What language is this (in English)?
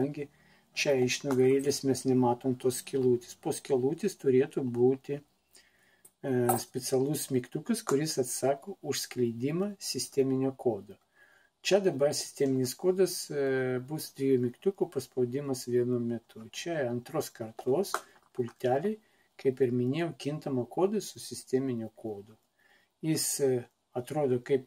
Lithuanian